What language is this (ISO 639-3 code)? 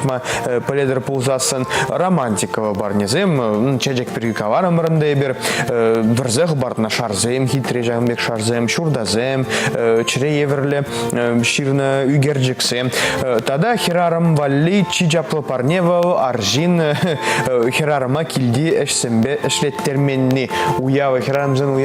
chv